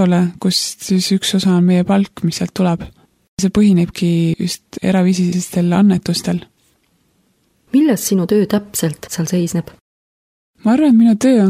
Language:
Estonian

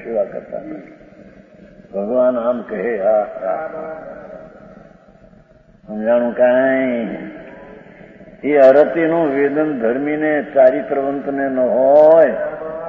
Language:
Gujarati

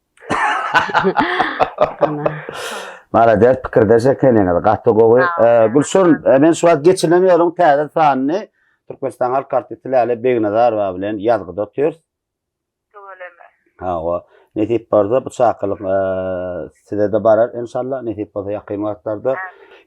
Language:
Turkmen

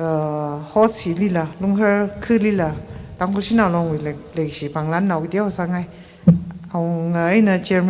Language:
Tangkhul Naga (India)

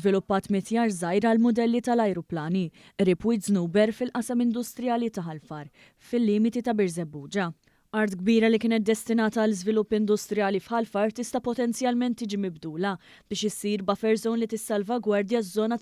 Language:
Maltese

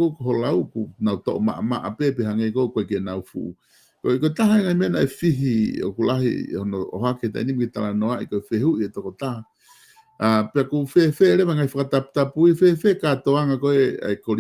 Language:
Tongan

